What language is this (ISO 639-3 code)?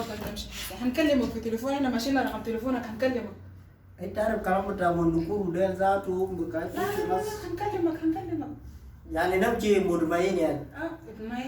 mor